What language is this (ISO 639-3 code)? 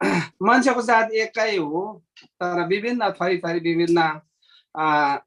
taj